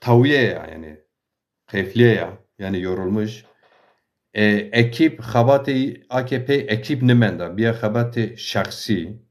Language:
Zaza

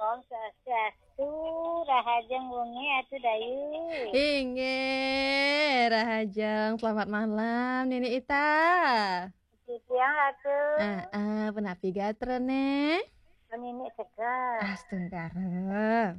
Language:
Balinese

